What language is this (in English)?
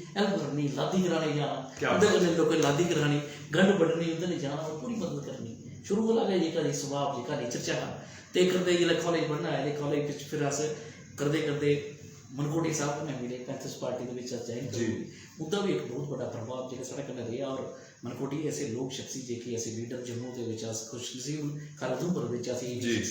Dogri